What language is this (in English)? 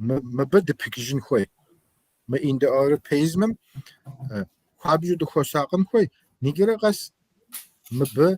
Kabardian